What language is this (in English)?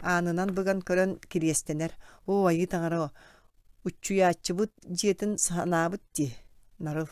Yakut